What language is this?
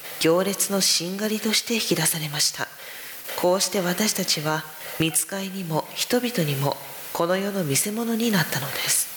Japanese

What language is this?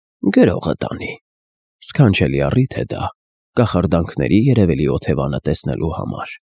Armenian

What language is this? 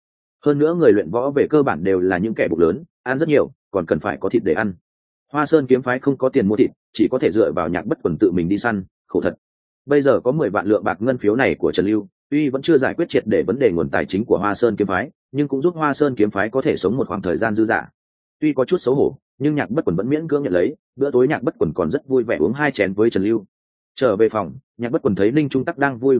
Vietnamese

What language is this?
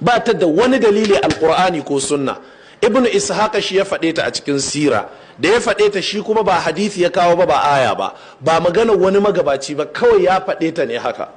Hausa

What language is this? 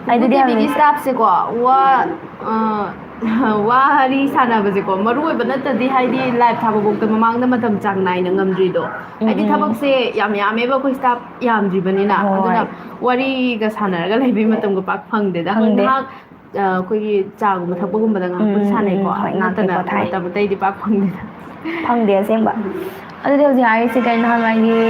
Manipuri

